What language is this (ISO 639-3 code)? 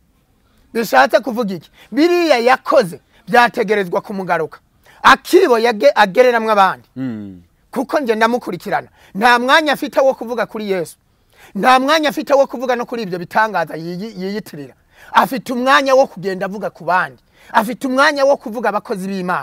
kin